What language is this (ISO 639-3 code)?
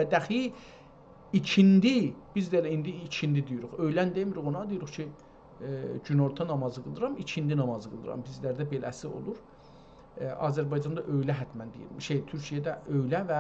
azb